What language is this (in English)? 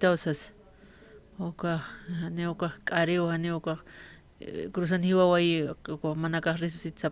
Aymara